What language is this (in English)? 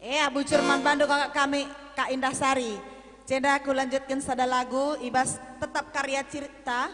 Batak Karo